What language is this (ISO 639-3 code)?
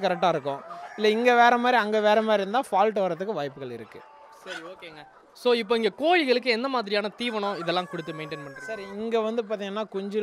tam